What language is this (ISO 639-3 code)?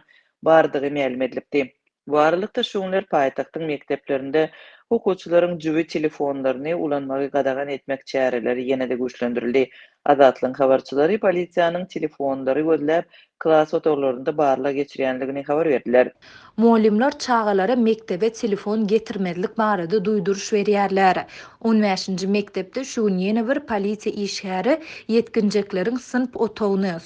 tuk